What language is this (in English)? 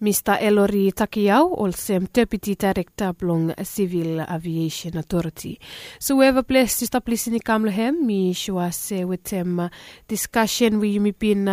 Bislama